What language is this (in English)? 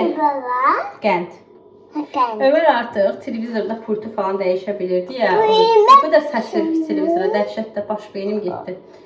Azerbaijani